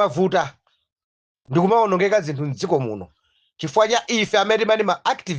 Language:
Nyanja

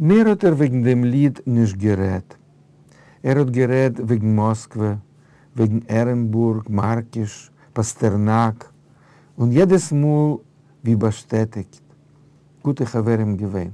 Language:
Yiddish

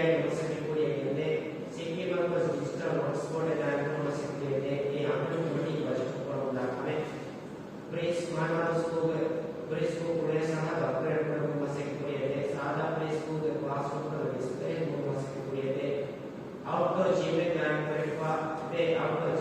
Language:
Divehi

